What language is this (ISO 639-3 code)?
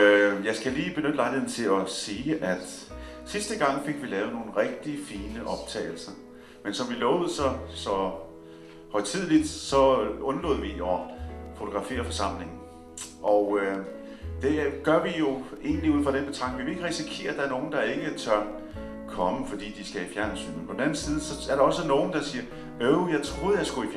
dan